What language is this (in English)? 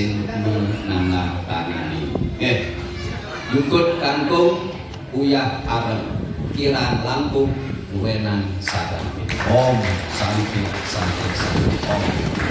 Balinese